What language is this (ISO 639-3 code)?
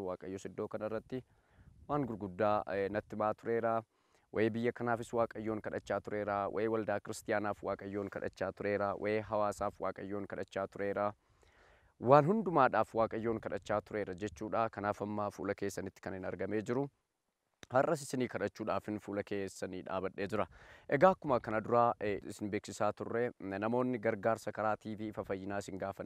orm